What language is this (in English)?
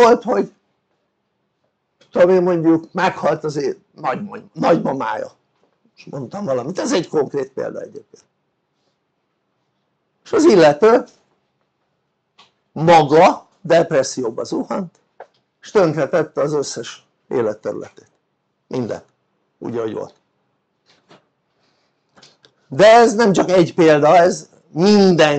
Hungarian